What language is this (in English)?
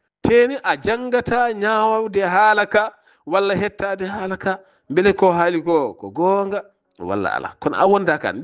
Fula